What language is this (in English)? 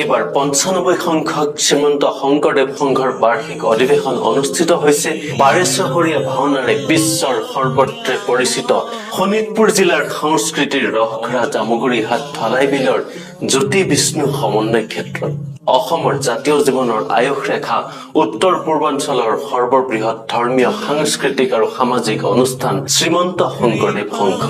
Assamese